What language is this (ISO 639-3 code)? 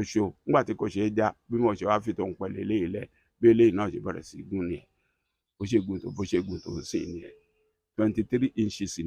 yor